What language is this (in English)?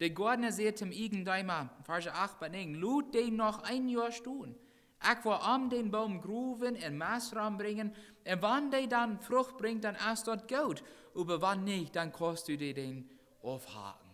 Plautdietsch